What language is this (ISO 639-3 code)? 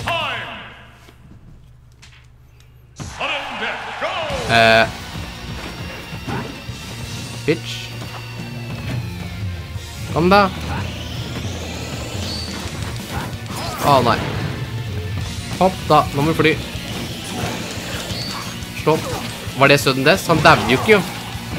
nor